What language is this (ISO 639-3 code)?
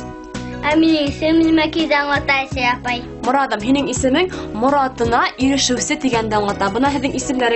bak